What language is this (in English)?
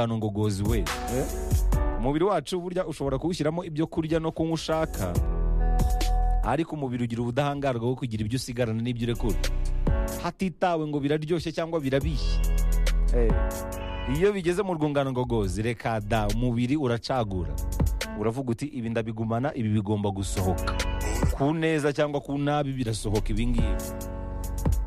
Kinyarwanda